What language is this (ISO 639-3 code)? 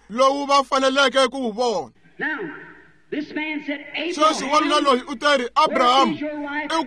tso